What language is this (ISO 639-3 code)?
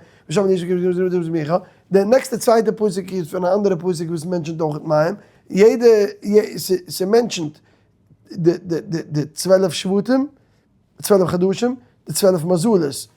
yid